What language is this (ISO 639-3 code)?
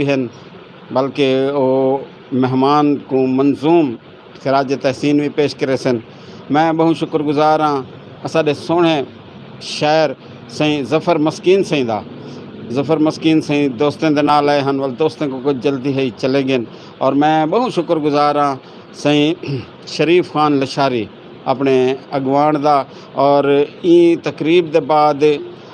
skr